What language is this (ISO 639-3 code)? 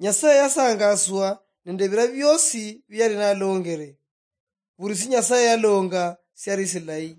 luy